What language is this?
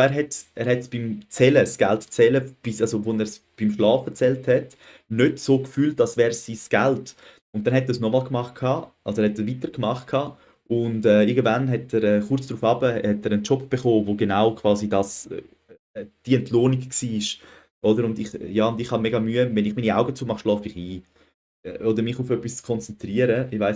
Swiss German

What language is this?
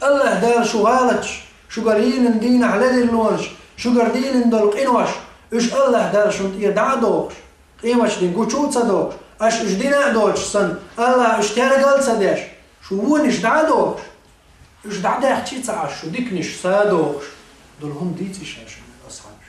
Chechen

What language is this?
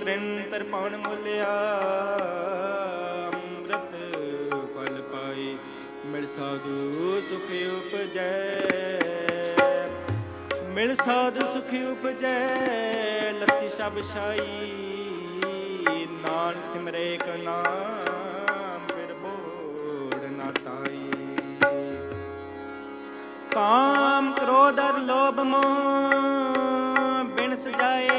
Punjabi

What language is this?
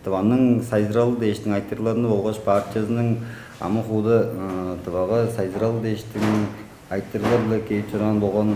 Tuvinian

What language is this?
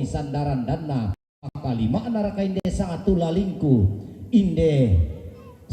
Toraja-Sa'dan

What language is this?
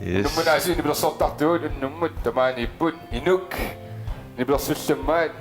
Kalaallisut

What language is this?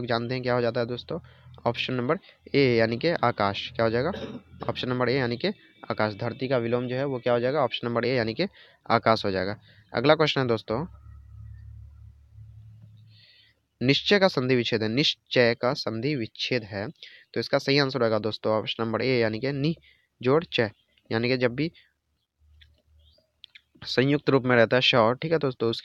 Hindi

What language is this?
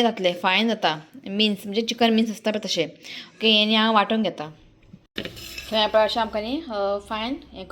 Konkani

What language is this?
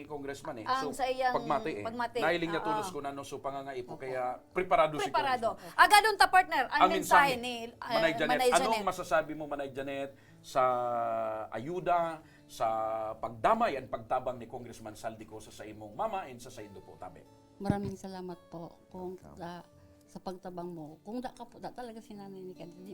Bikol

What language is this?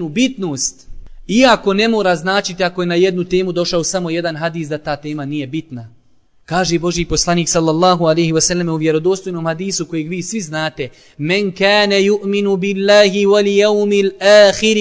Bosnian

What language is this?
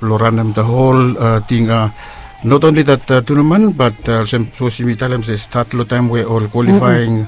Bislama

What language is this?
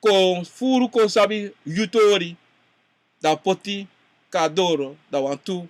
Sranan Tongo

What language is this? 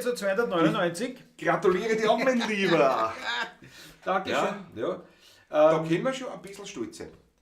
Bavarian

